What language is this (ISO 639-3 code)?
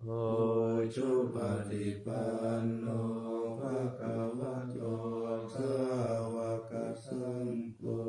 pli